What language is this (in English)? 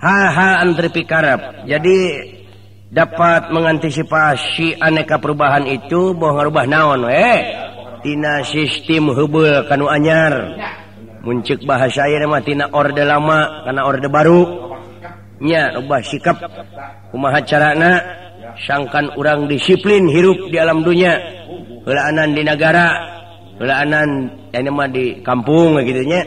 Sundanese